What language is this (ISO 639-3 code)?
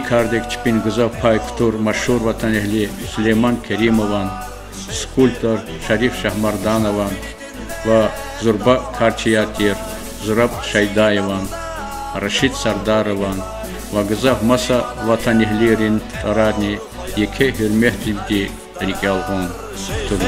lez